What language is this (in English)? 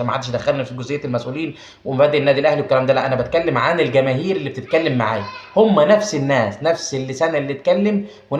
Egyptian Arabic